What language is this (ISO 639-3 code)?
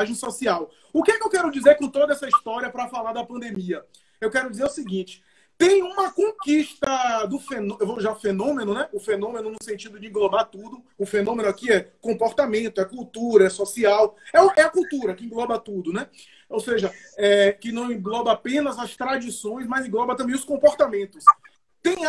por